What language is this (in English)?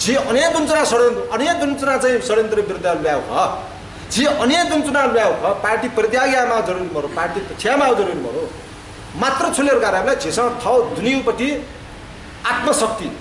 Newari